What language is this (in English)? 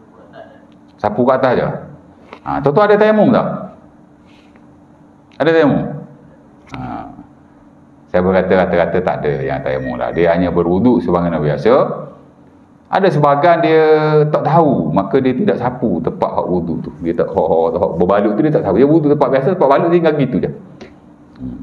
Malay